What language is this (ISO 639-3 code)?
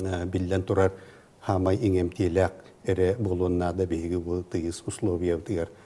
sah